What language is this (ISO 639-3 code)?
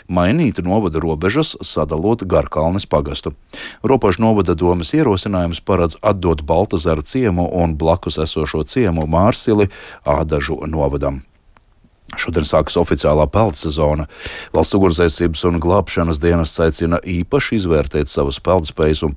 lav